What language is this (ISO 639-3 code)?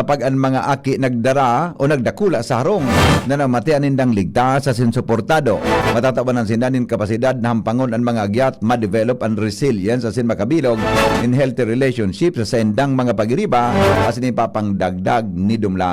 bik